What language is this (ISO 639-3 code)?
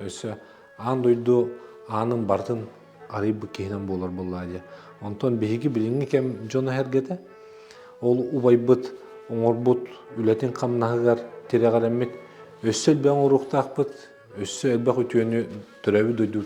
sah